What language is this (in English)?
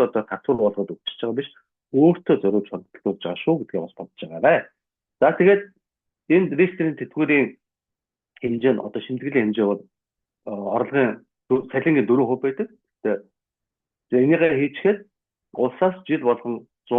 Mongolian